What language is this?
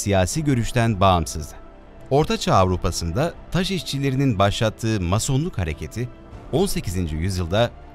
Turkish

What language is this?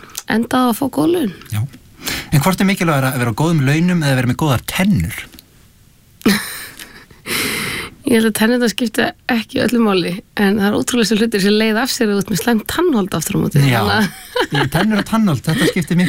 Icelandic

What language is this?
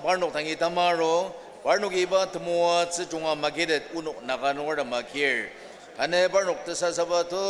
Ao Naga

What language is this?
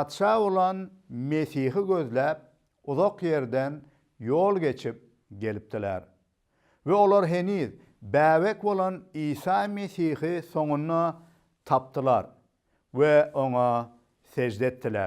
Turkmen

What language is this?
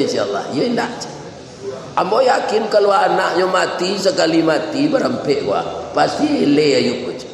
Minangkabau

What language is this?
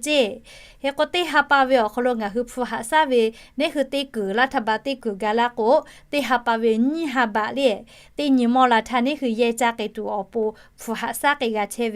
Lahu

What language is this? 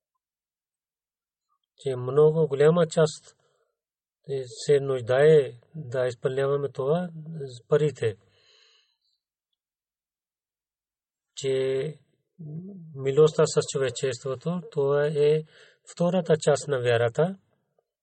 Bulgarian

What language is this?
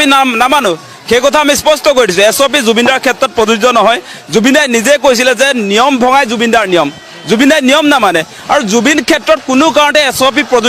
Assamese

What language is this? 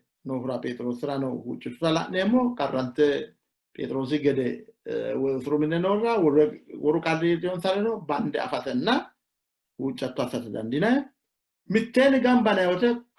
Sidamo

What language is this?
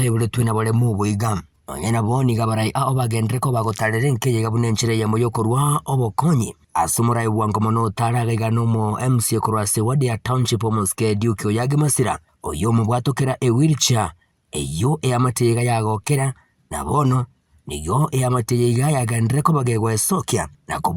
Gusii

